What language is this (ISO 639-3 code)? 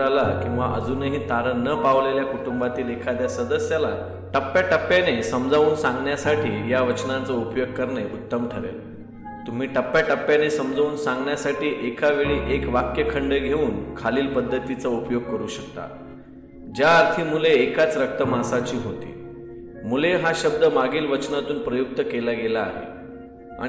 mar